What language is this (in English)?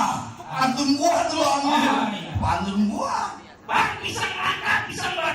Betawi